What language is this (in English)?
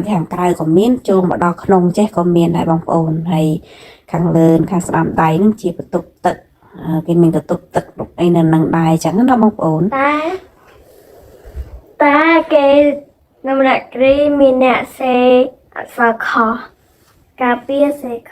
Khmer